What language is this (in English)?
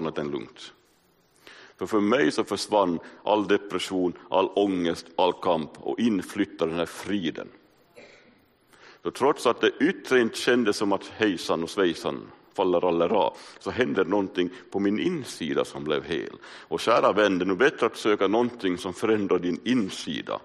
Swedish